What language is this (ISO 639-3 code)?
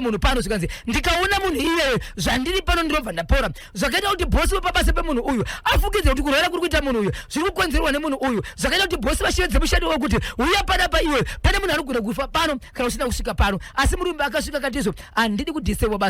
sna